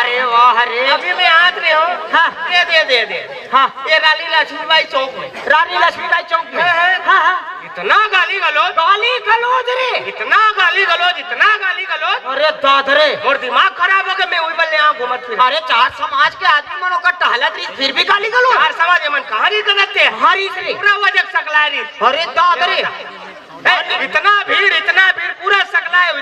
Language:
Chhattisgarhi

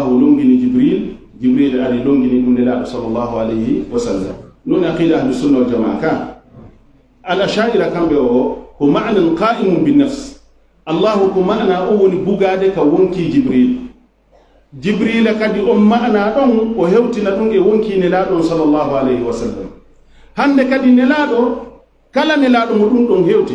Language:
Fula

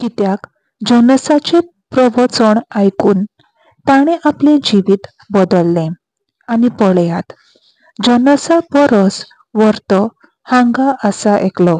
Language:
Konkani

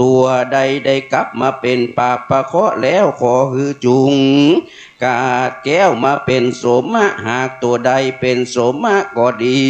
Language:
Pali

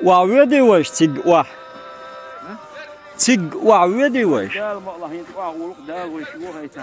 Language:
Chechen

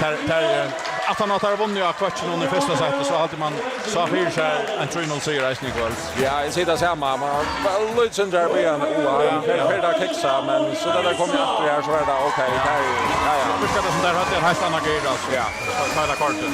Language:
Faroese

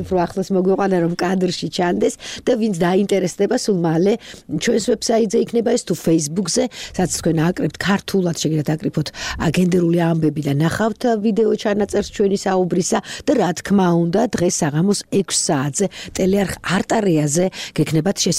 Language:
Georgian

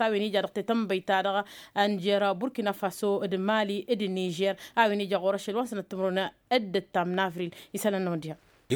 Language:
Tamasheq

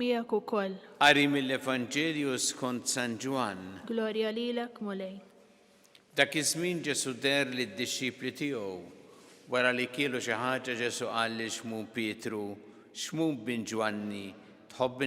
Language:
Maltese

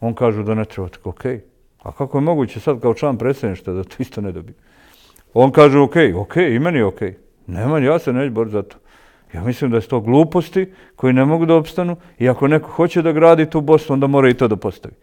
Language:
Bosnian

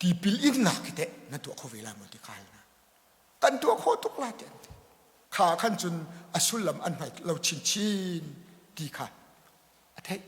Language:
Hakha Chin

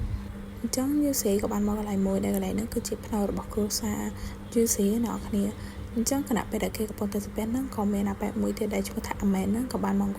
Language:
Khmer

